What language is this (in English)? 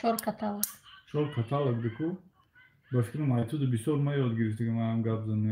Tajik